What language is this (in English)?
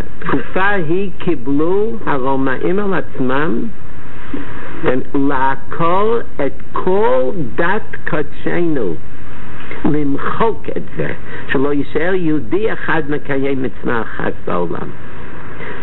Hebrew